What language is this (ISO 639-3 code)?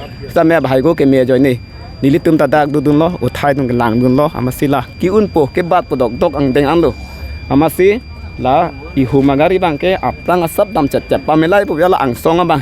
mjw